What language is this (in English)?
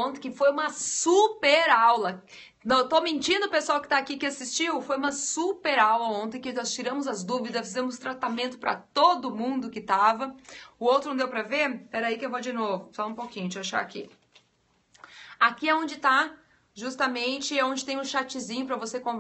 Portuguese